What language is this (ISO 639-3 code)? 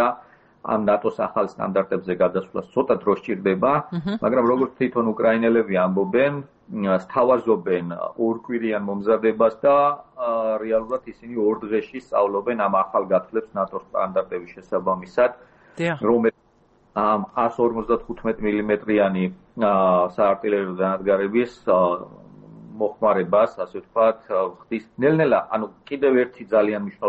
kat